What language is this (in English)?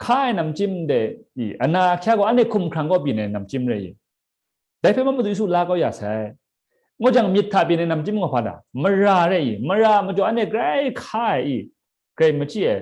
Kachin